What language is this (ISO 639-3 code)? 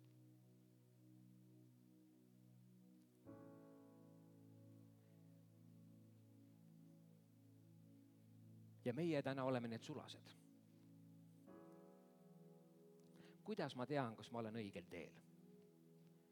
est